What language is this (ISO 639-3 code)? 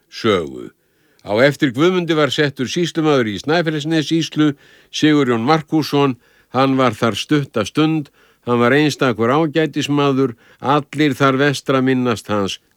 isl